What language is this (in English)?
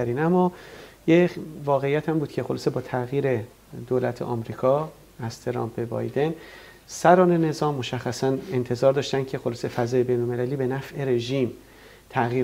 Persian